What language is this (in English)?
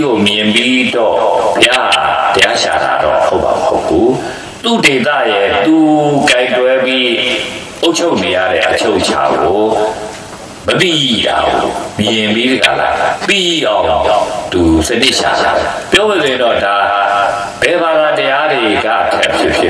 Burmese